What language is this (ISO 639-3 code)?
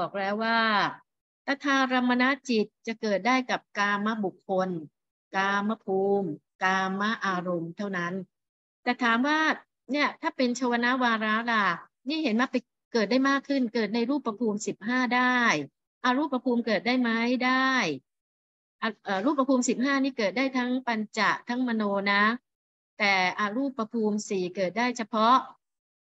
tha